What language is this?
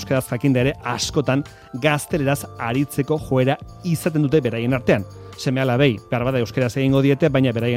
Basque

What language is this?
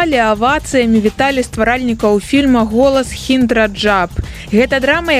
Belarusian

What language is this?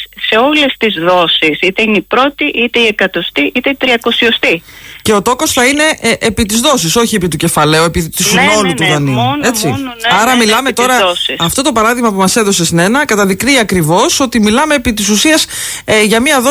Greek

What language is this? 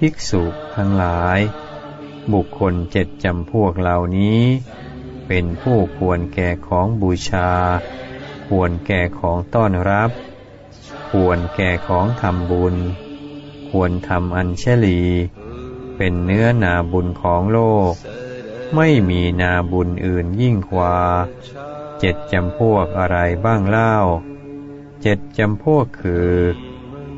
Thai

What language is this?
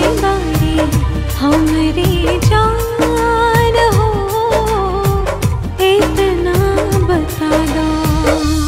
Bhojpuri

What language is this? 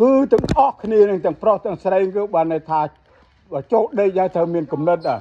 Khmer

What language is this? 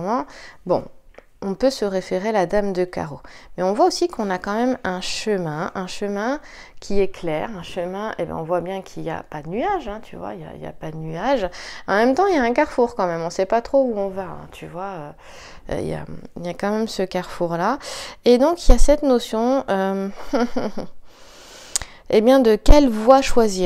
French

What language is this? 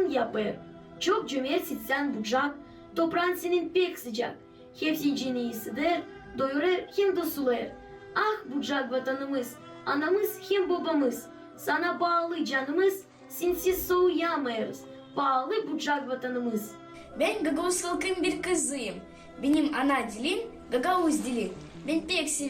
Gagauz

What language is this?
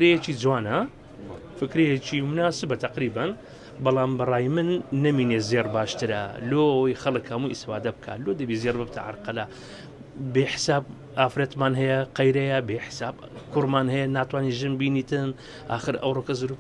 Central Kurdish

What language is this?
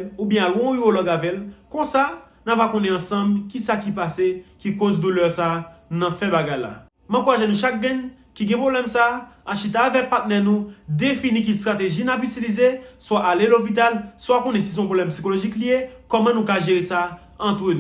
Haitian Creole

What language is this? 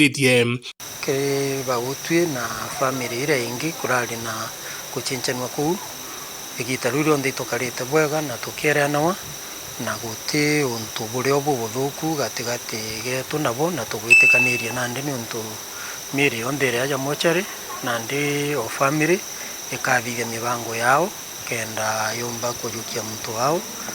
Meru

